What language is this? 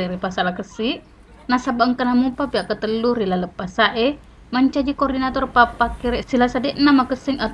Buginese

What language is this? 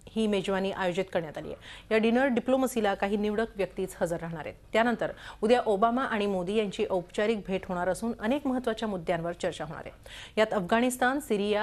Marathi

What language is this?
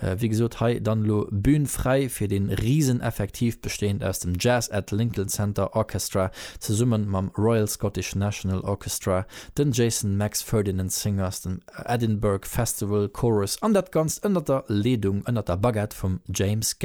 Luxembourgish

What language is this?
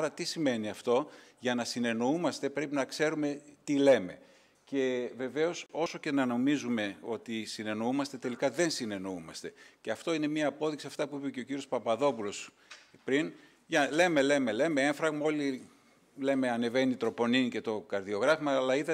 Greek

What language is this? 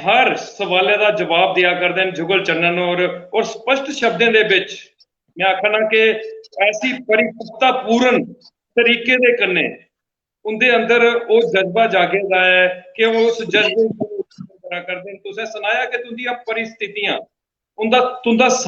Dogri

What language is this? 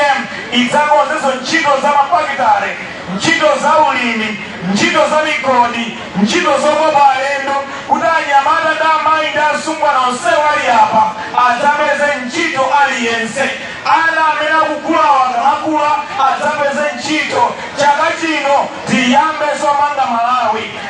Nyanja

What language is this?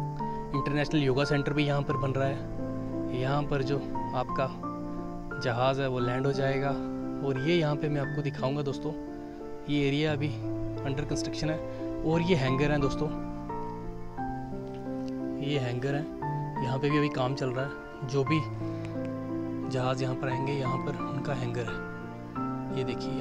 Hindi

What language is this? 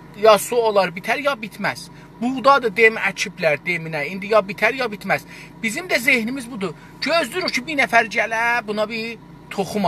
South Azerbaijani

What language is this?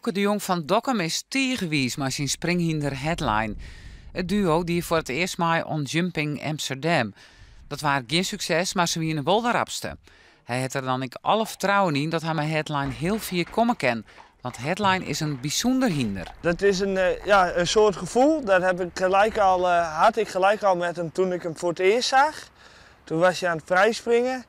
Western Frisian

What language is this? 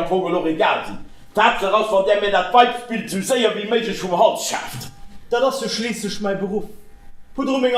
Luxembourgish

